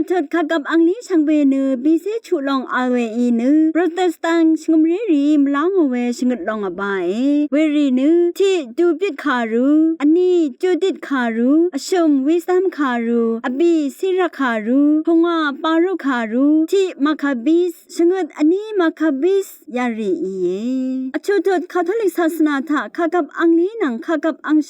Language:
Rawang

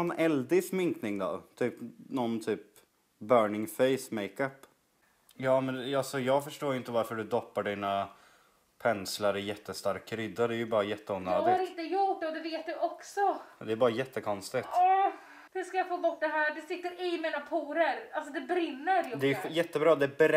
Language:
Swedish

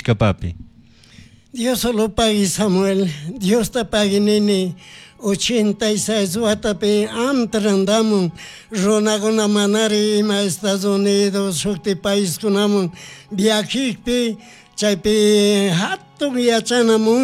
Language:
Chimborazo Highland Quichua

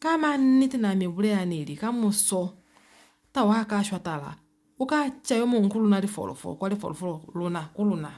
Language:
Lozi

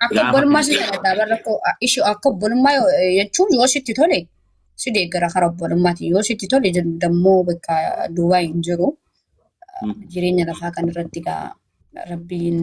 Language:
Oromo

